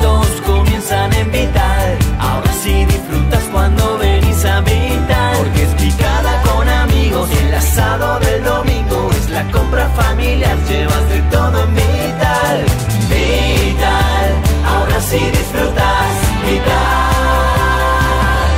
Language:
Spanish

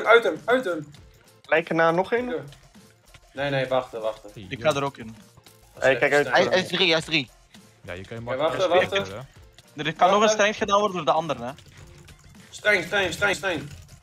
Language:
Dutch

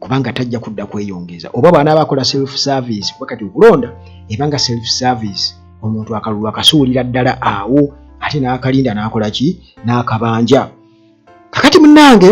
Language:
Ganda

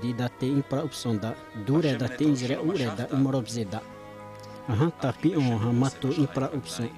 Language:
Xavánte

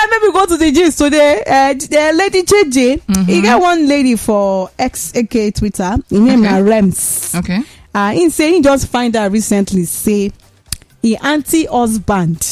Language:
Nigerian Pidgin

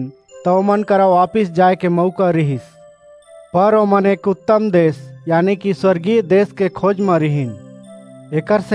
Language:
Chhattisgarhi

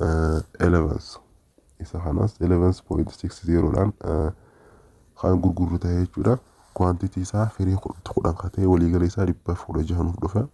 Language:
Oromo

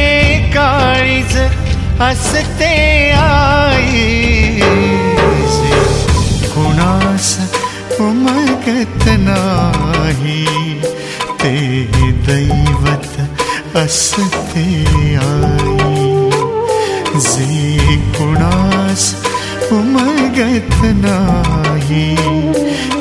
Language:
Marathi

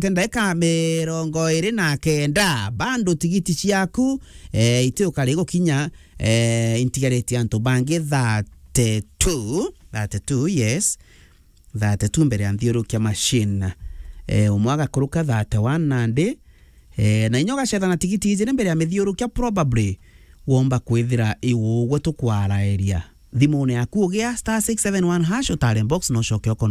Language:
Meru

